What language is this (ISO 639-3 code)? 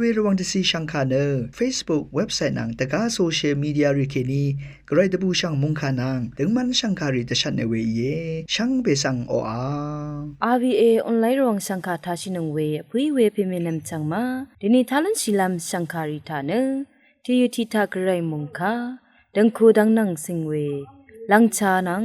raw